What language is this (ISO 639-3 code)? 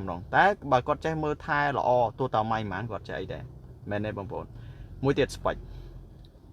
khm